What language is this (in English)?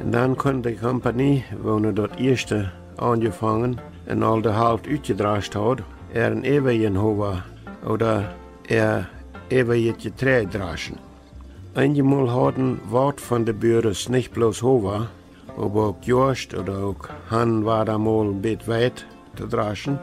Plautdietsch